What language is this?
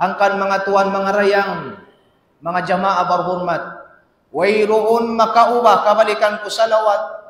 Tausug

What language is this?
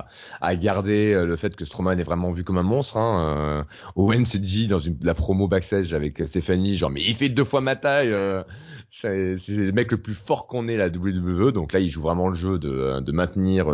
French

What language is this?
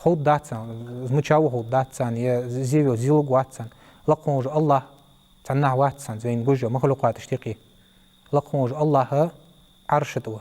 Ingush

